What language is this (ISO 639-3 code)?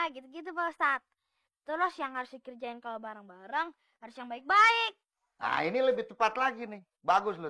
bew